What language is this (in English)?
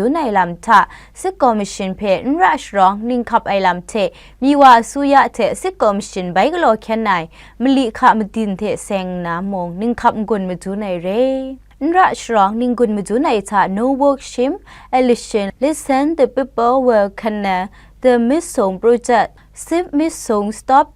Kachin